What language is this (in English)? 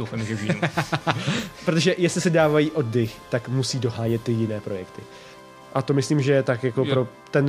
Czech